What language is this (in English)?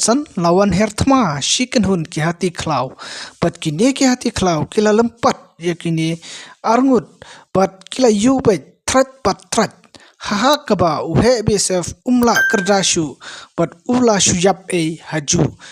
Khasi